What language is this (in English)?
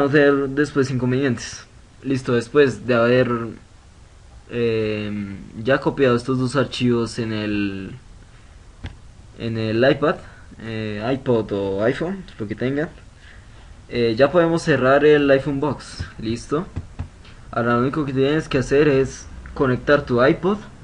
Spanish